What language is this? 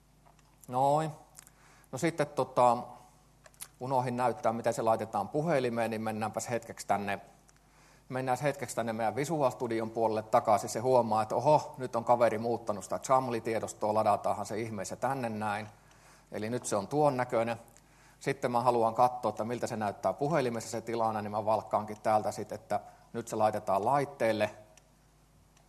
Finnish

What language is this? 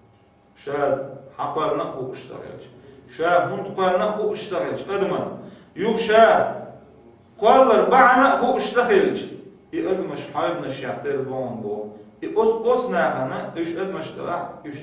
Chechen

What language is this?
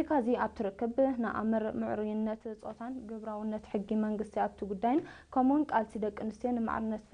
Tigrinya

